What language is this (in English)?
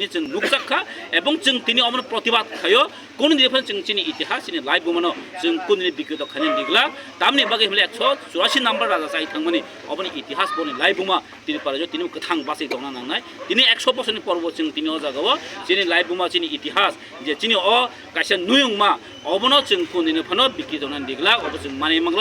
Kok Borok